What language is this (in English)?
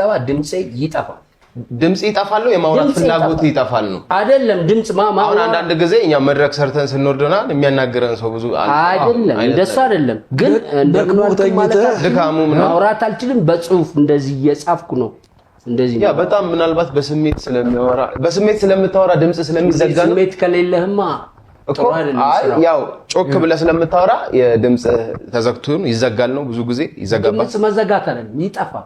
Amharic